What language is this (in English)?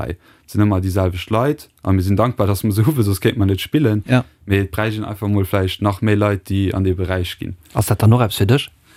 Luxembourgish